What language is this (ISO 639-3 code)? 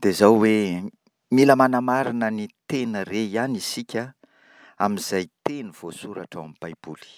mlg